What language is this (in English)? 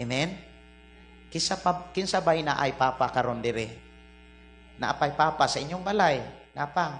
Cebuano